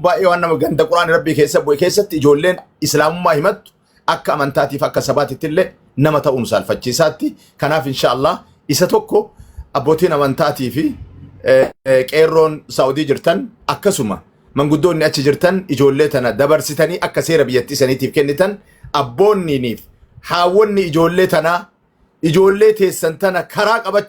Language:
Oromo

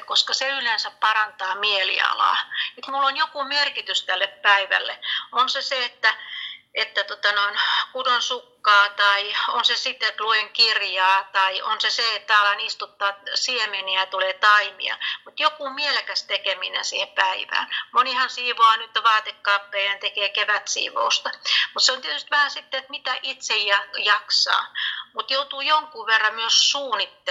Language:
Finnish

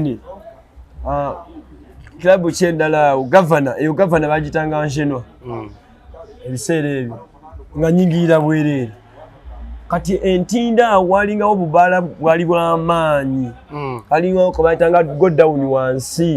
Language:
Ganda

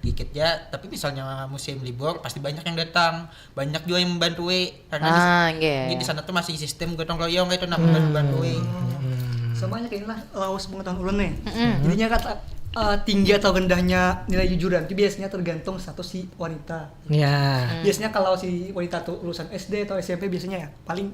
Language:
Banjar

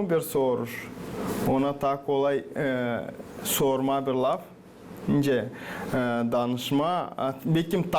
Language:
Gagauz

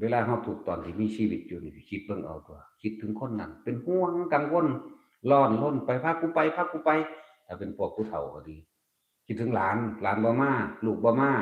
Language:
Northeastern Thai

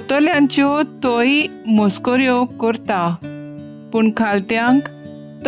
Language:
Konkani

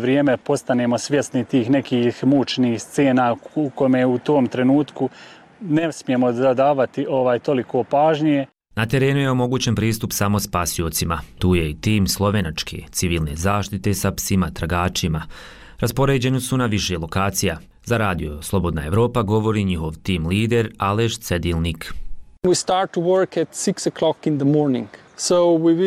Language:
Bosnian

